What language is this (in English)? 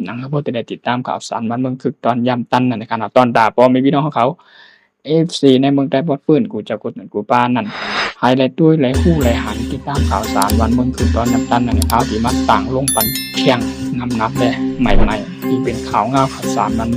Shan